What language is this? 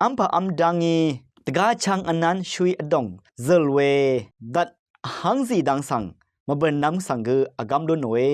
Rawang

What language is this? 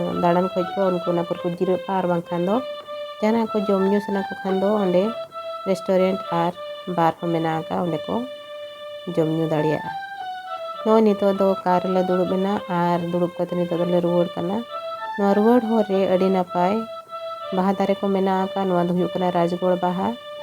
Santali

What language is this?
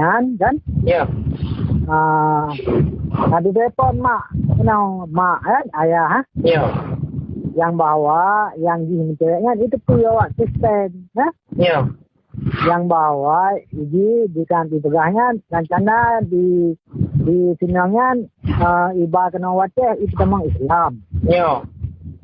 Achinese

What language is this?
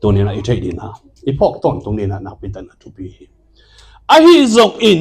Tedim Chin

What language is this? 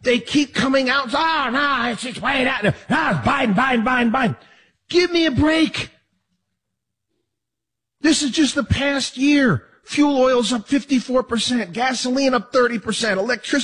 English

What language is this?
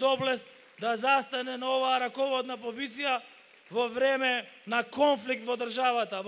Macedonian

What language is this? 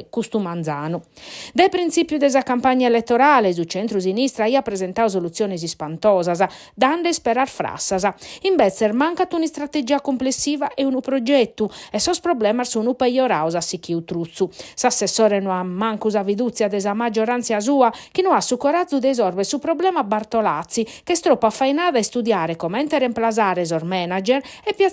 Sardinian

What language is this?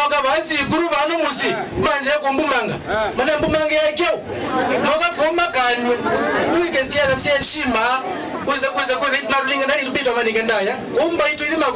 Kamba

